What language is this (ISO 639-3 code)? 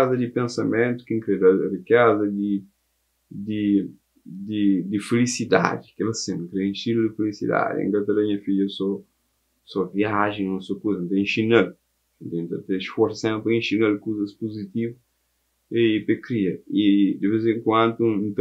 kea